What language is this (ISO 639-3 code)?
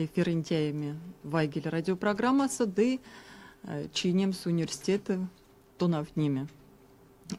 myv